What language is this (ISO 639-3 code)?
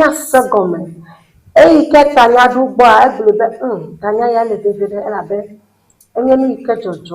ewe